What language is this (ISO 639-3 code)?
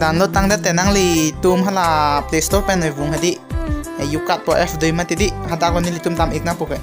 mjw